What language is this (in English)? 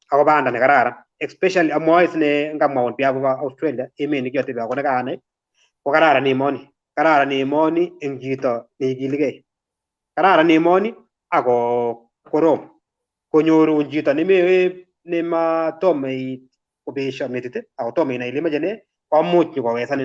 Kalenjin